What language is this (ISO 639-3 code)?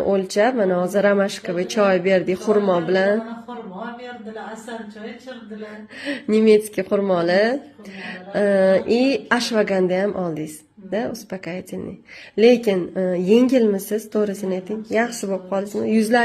uzb